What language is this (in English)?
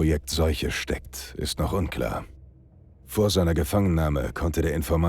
Bavarian